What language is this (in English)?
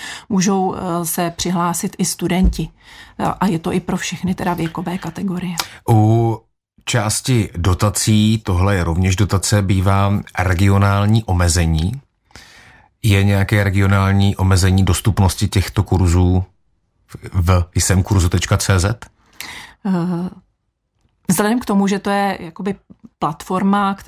Czech